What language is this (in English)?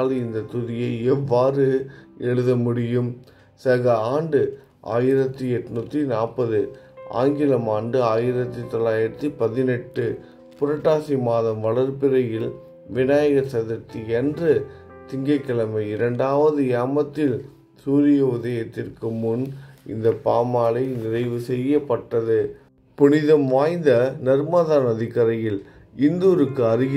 Tamil